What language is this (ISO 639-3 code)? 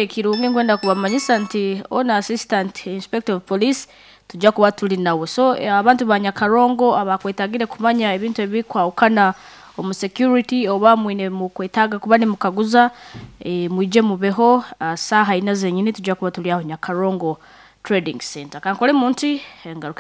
nyn